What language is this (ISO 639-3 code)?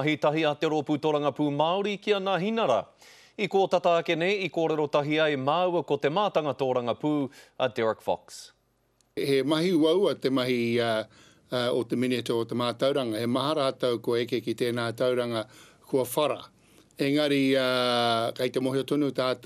mri